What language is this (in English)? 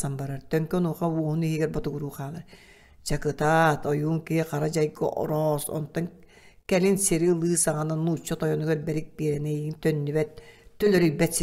Yakut